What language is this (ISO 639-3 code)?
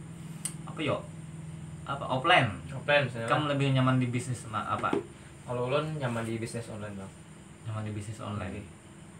bjn